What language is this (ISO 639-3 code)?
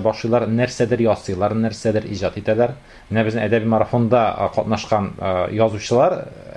tat